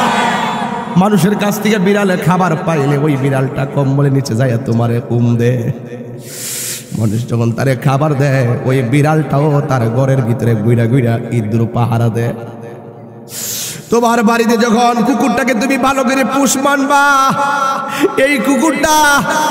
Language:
Bangla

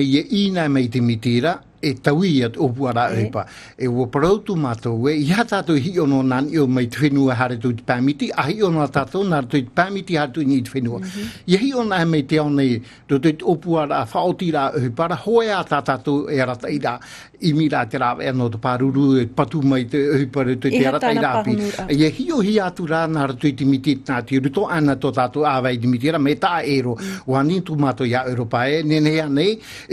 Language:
Tahitian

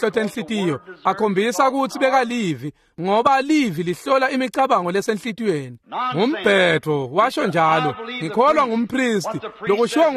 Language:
Swati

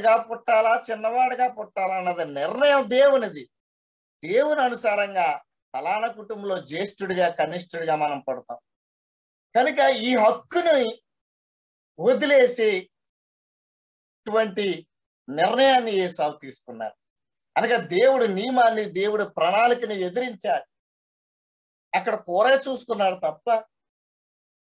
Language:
Telugu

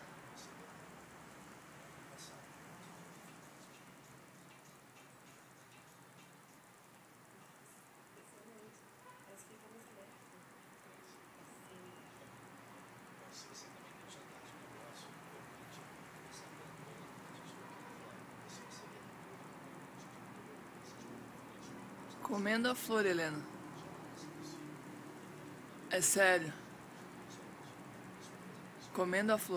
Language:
Portuguese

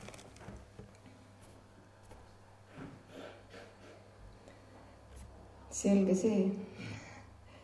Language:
Estonian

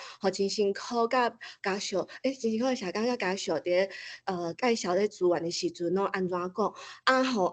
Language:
Min Nan Chinese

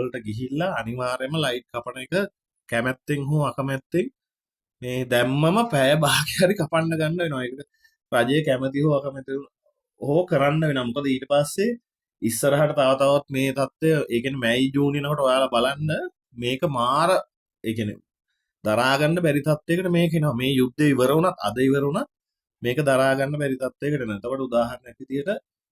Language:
Sinhala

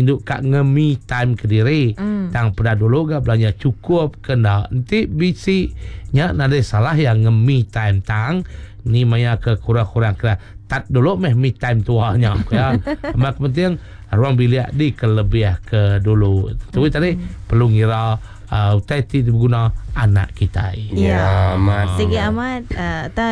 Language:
Iban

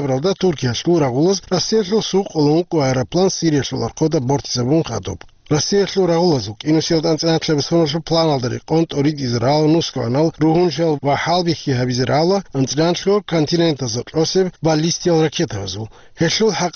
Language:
Avaric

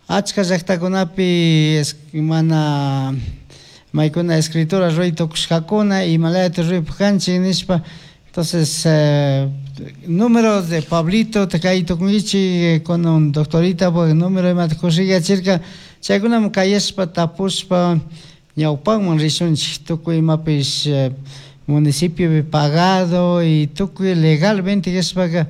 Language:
Chimborazo Highland Quichua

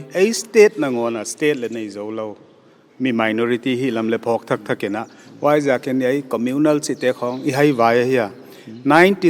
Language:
Paite Chin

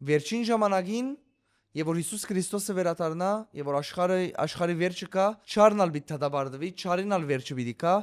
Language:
Western Armenian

